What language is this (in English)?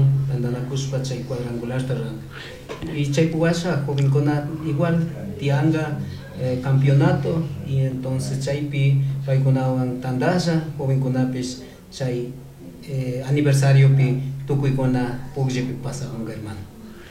Chimborazo Highland Quichua